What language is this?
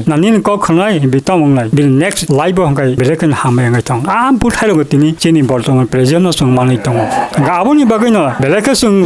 Kok Borok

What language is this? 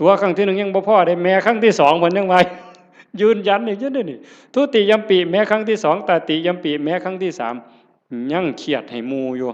Northeastern Thai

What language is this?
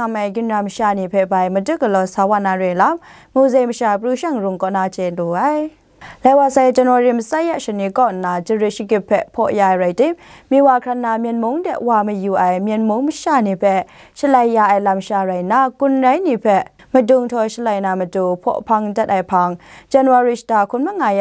Kachin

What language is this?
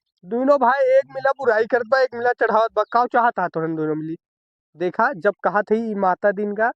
Awadhi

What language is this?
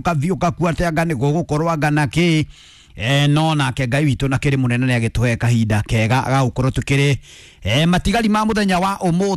Kikuyu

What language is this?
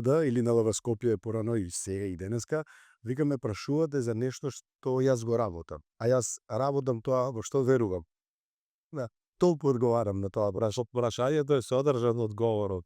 Macedonian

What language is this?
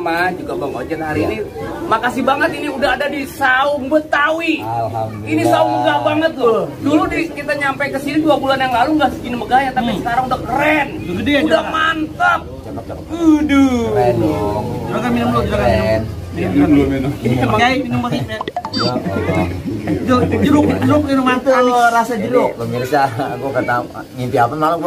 Betawi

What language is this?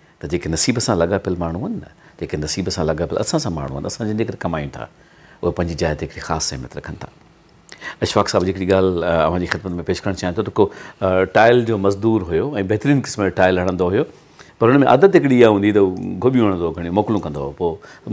Sindhi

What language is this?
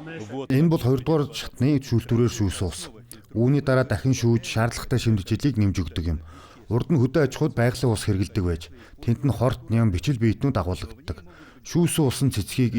Mongolian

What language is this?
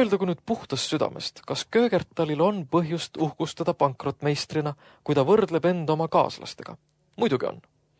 Estonian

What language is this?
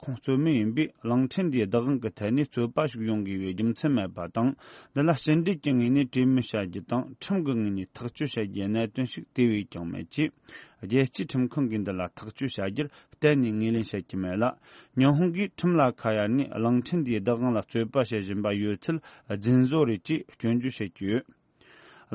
Tibetan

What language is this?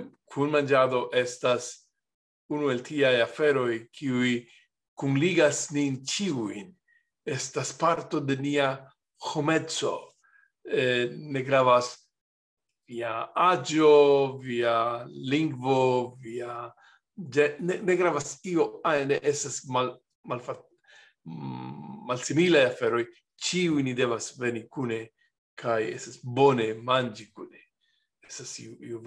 Esperanto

